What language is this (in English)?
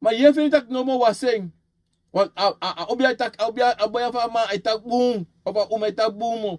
Sranan Tongo